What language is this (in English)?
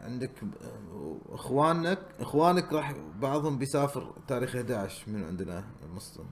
Gulf Arabic